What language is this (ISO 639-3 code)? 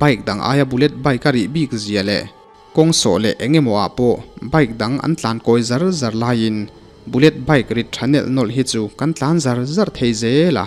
lus